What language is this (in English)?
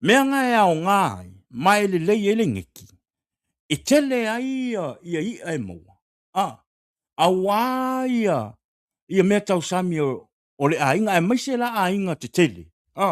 Samoan